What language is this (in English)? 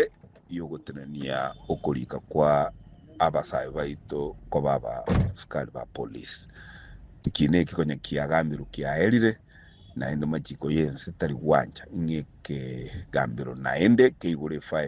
Gusii